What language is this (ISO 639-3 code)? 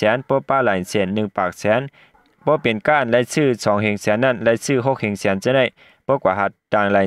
shn